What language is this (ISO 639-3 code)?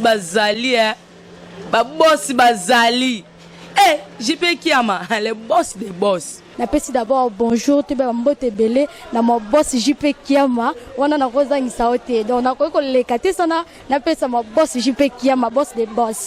lin